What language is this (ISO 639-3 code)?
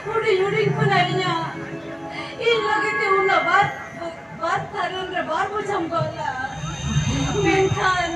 sat